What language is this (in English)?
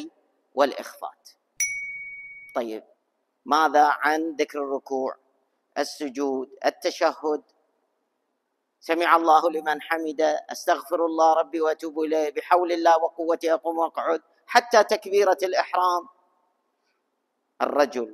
Arabic